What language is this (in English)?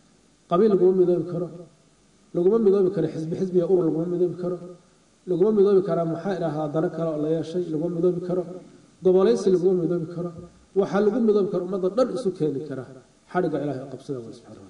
Somali